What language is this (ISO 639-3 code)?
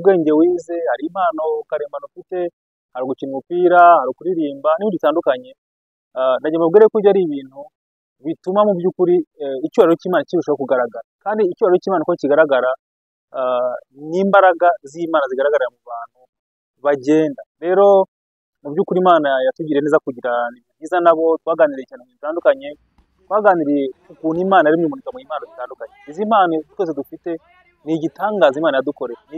kin